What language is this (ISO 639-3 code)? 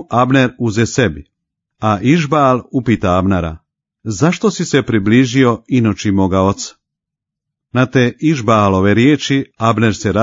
srp